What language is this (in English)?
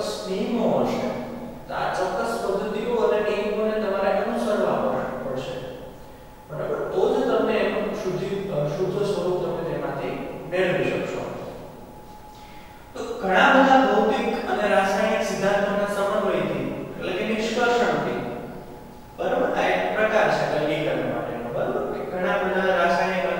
Gujarati